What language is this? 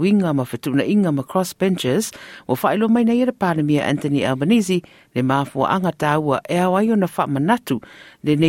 Samoan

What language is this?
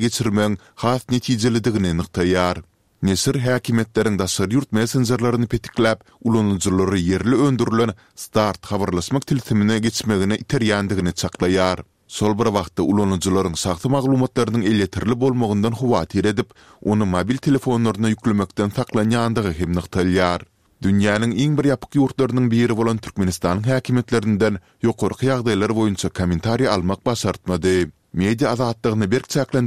Turkmen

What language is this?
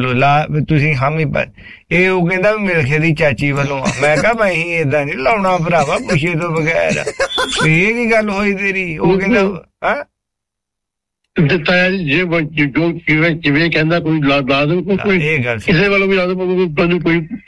Punjabi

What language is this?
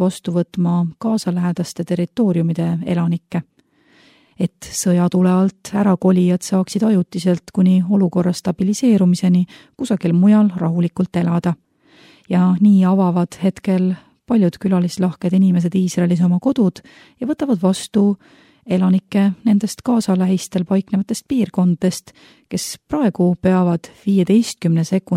Estonian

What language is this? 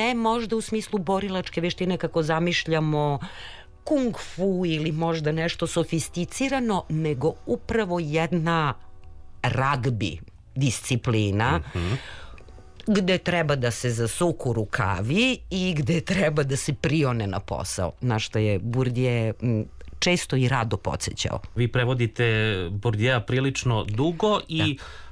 Serbian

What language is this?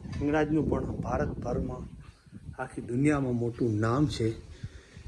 Gujarati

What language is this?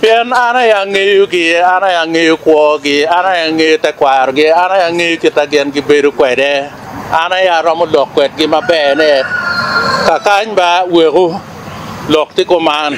Acoli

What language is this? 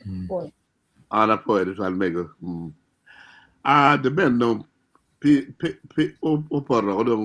Acoli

